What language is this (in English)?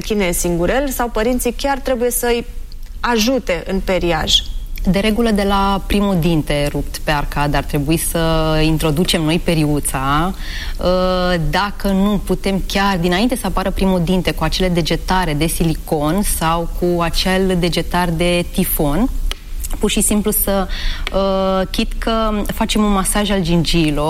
Romanian